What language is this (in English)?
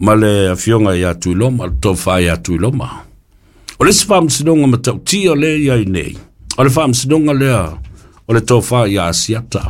Samoan